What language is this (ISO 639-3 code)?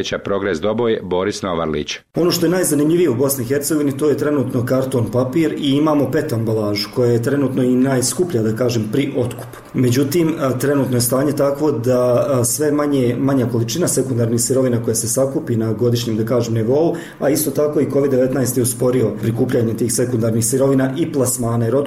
bos